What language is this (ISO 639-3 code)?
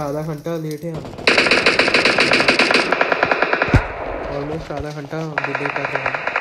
hin